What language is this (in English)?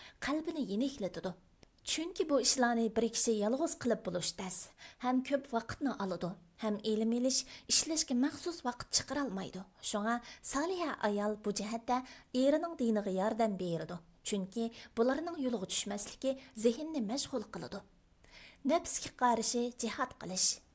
Uyghur